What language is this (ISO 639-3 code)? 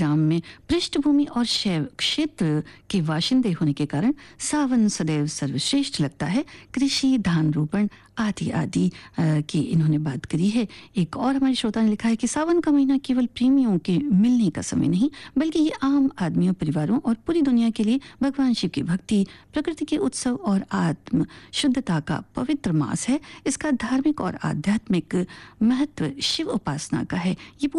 hin